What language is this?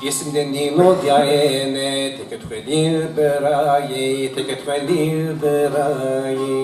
Zaza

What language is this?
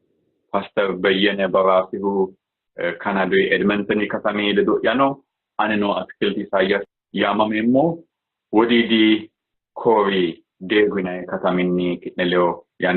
Sidamo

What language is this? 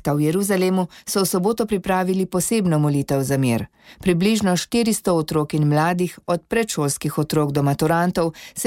Slovenian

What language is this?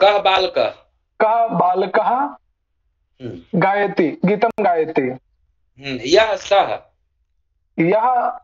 Sanskrit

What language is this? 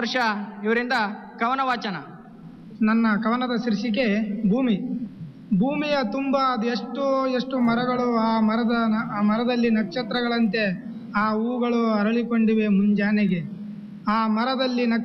Kannada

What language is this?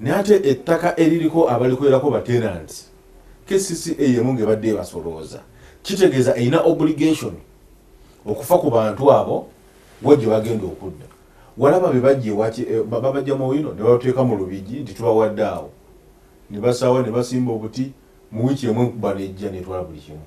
Ganda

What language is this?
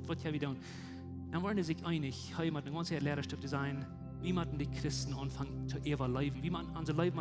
Plautdietsch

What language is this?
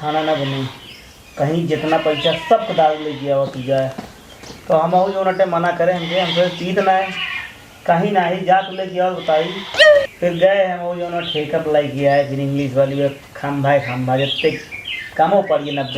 Awadhi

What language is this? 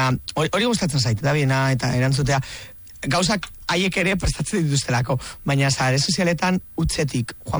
Basque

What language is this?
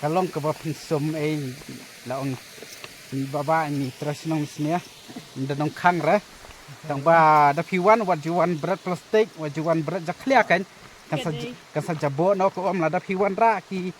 Khasi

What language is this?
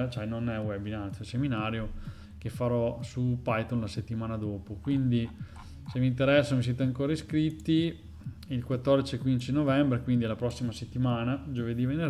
Italian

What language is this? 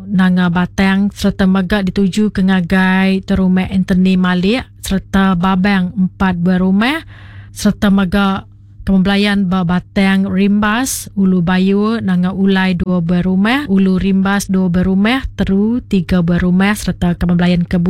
Iban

